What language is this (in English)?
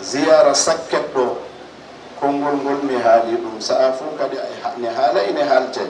Fula